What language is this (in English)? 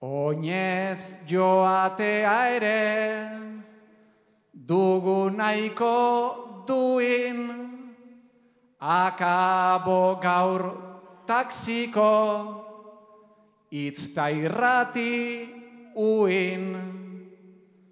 Basque